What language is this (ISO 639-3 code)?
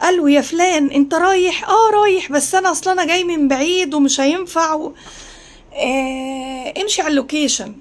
arz